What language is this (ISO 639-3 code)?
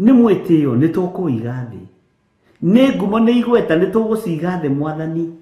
kik